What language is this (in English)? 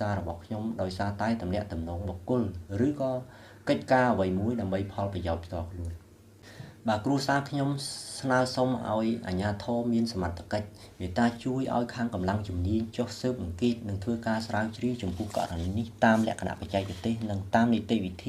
Khmer